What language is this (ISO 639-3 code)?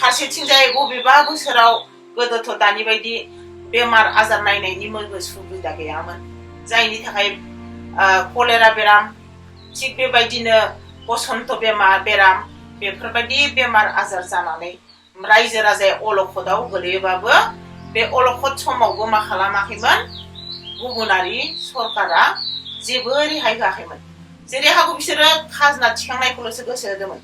brx